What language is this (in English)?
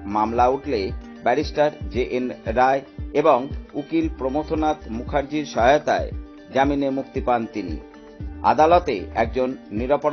Bangla